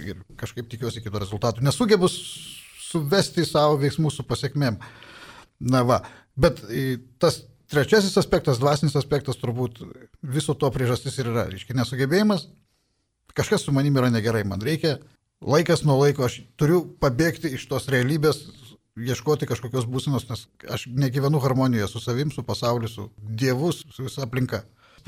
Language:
Lithuanian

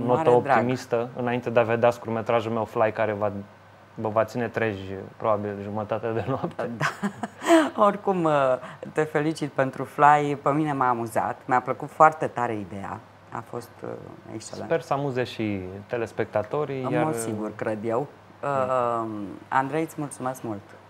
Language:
Romanian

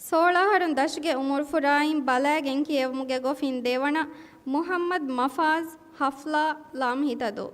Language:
Divehi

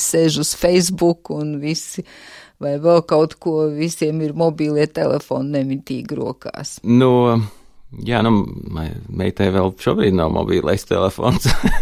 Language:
Latvian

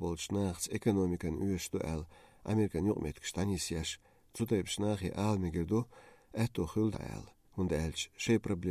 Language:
Chechen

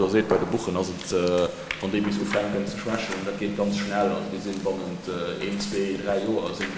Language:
Luxembourgish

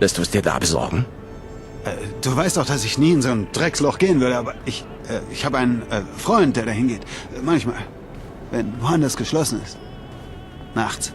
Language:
Swiss German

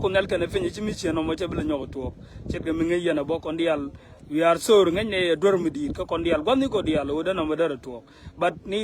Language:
Nuer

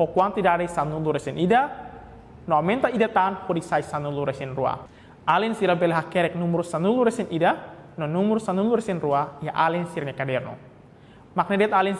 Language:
Tetum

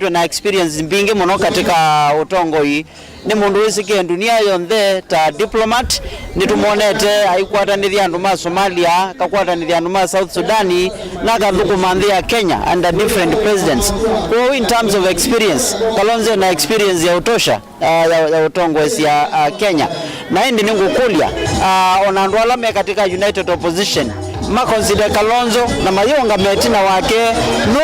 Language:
Kamba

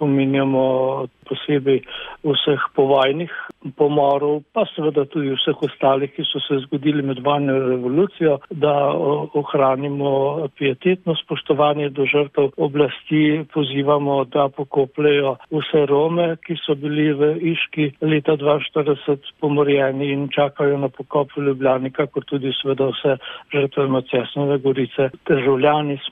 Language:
Slovenian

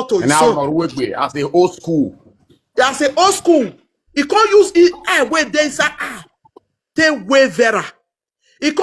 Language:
Nigerian Pidgin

